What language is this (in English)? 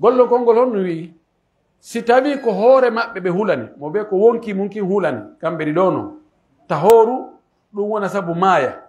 Pular